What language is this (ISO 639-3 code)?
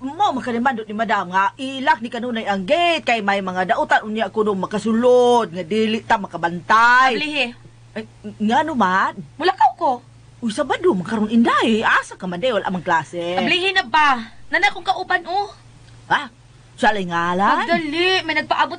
ceb